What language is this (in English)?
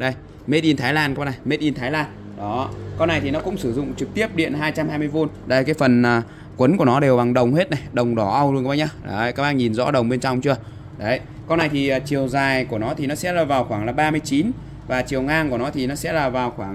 Vietnamese